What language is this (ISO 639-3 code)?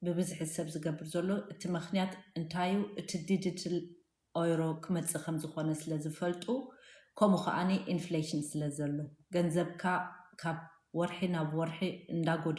tir